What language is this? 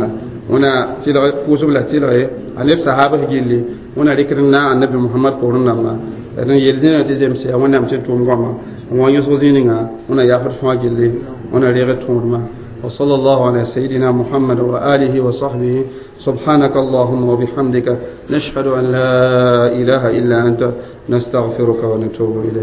Mossi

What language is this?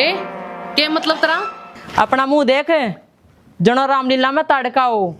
Haryanvi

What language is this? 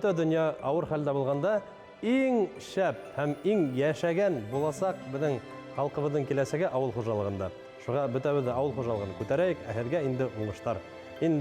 Bashkir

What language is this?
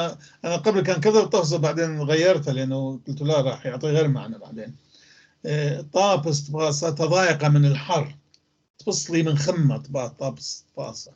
North Levantine Arabic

